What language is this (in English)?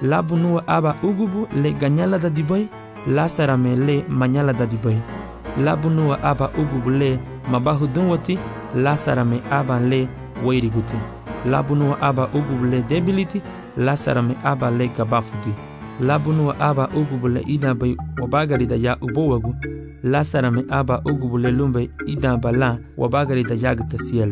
Garifuna